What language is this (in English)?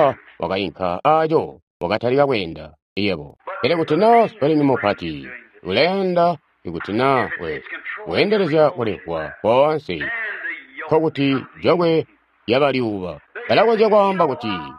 Tonga (Zambia)